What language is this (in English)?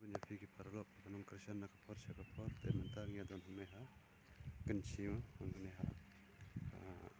Khasi